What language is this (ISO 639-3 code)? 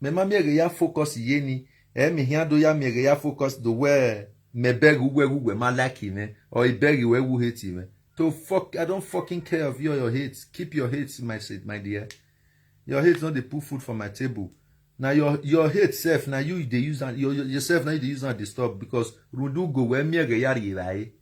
pcm